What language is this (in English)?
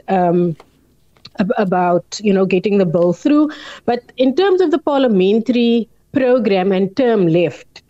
English